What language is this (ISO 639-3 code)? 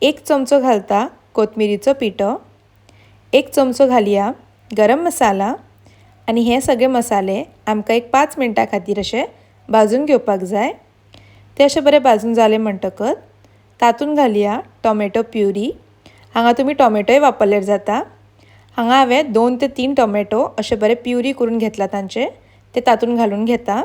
kok